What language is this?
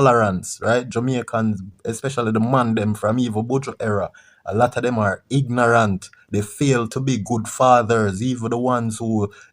Jamaican Creole English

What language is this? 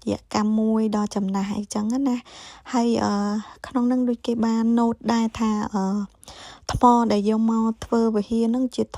Khmer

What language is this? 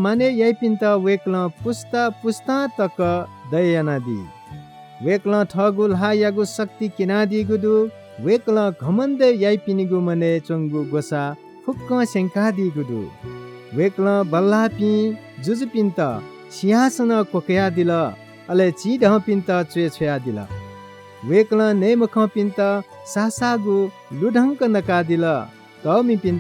Newari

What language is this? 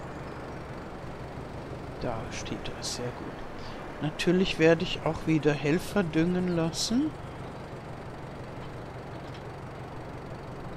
German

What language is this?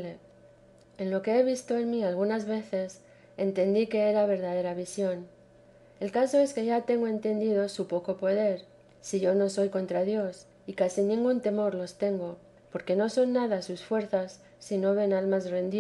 Spanish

